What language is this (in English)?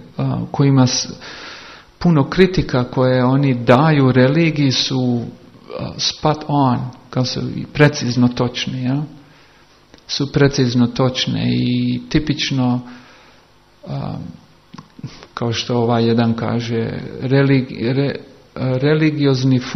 Croatian